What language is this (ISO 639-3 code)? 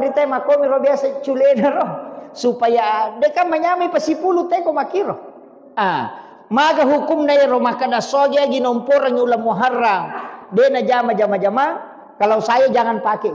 bug